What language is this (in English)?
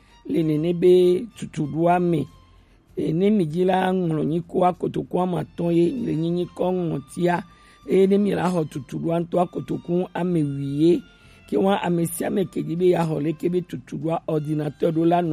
Gen